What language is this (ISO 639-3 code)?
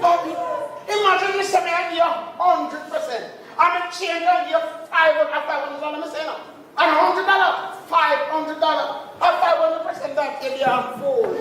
jam